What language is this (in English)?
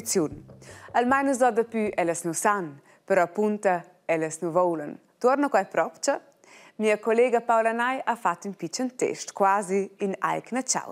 Romansh